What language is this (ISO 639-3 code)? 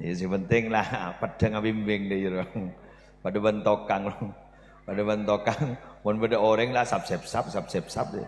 mad